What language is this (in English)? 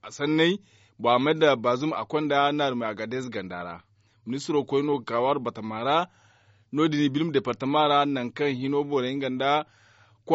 Zarma